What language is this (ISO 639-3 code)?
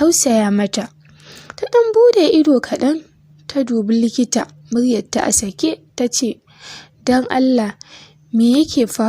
hau